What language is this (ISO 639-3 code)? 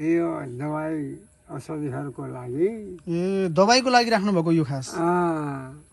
nep